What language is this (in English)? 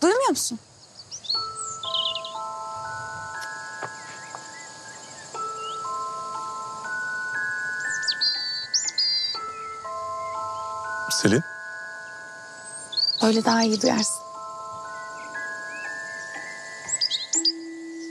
Turkish